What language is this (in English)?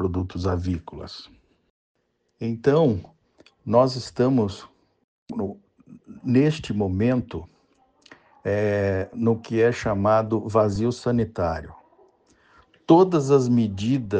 Portuguese